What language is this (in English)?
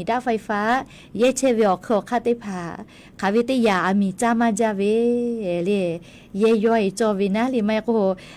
Lahu